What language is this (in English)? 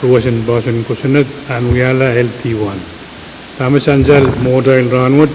Pohnpeian